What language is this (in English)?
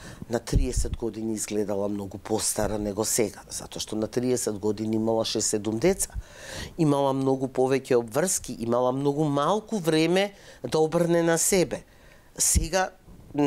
Macedonian